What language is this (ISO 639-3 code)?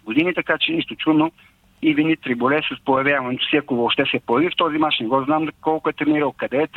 bul